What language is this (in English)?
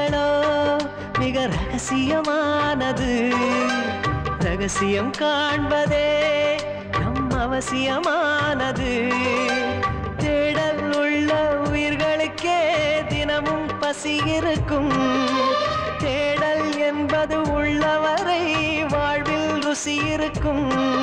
Tamil